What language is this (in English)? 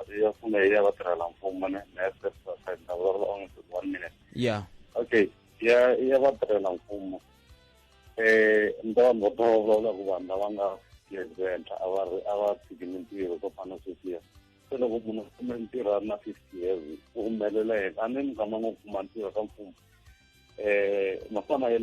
Tsonga